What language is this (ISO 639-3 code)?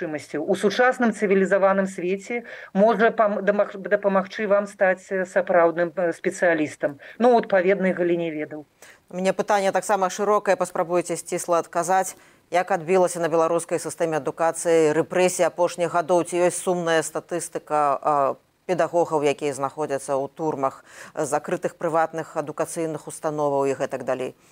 bel